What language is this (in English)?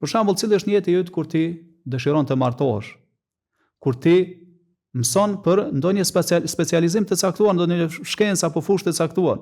Albanian